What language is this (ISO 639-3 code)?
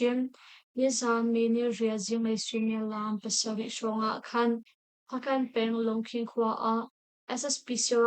cnh